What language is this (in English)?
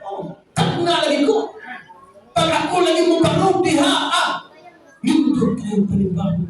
Cebuano